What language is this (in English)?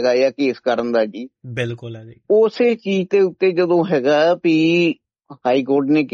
Punjabi